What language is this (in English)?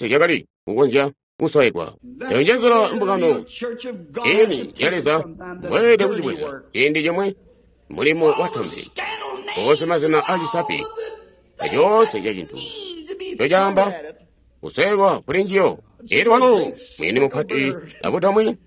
Tonga (Zambia)